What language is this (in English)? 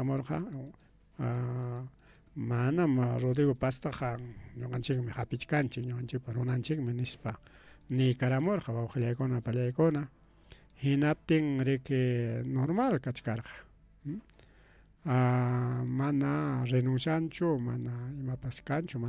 Ayacucho Quechua